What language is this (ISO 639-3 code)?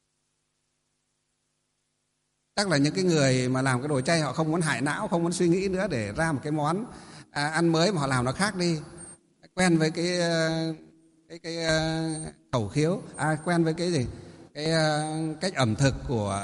vie